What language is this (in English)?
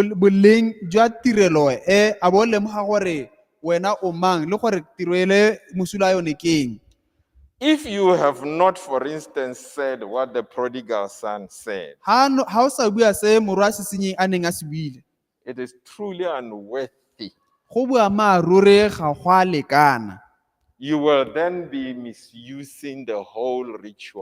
Tswana